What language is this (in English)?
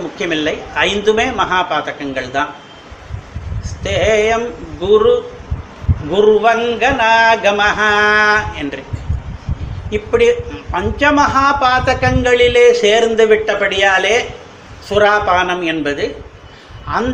Tamil